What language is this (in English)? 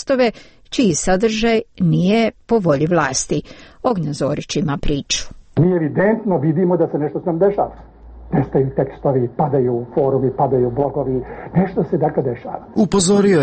Croatian